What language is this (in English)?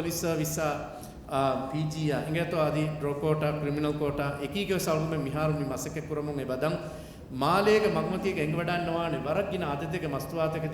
Divehi